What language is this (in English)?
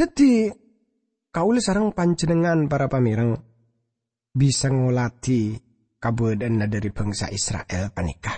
Madurese